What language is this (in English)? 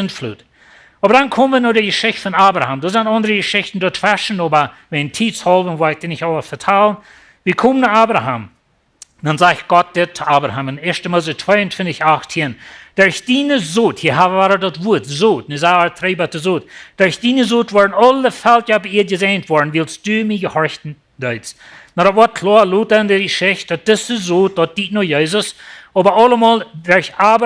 Plautdietsch